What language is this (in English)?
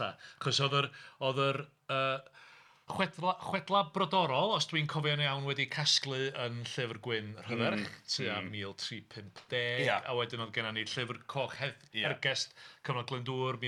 Welsh